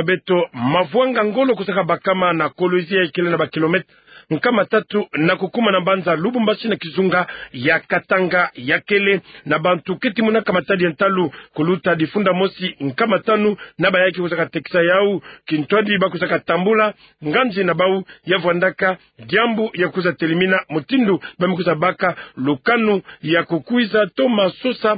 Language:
Kituba (Democratic Republic of Congo)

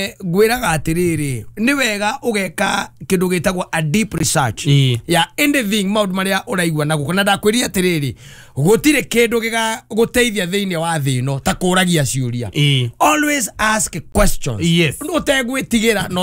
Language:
Kikuyu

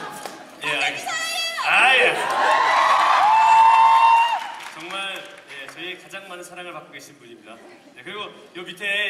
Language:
Korean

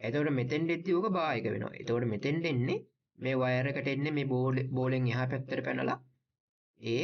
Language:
Sinhala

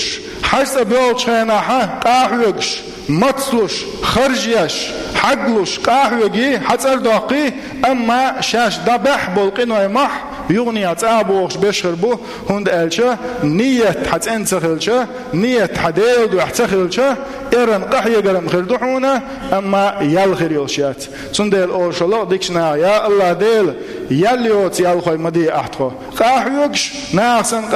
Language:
Chechen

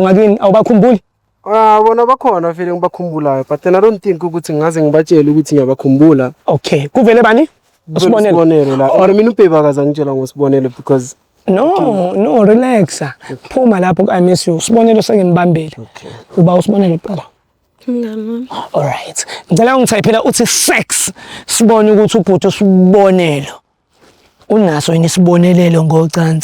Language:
Zulu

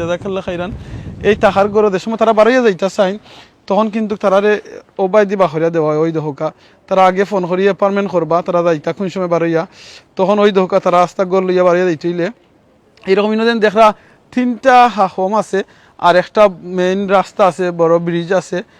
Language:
Sylheti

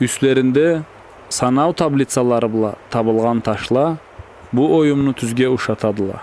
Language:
Karachay-Balkar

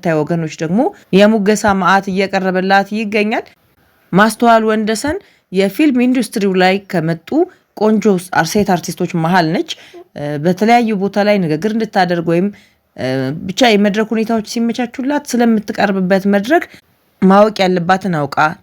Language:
Amharic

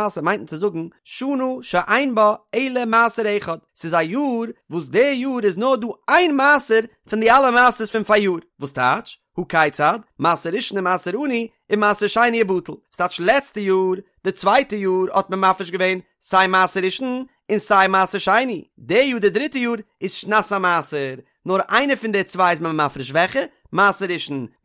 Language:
Yiddish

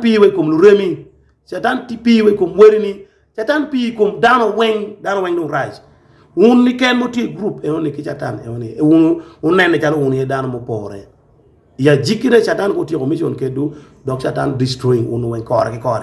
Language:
Acoli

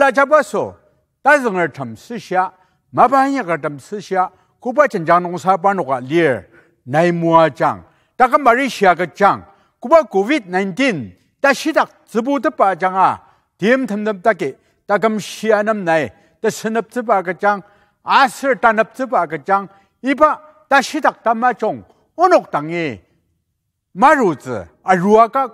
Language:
Ao Naga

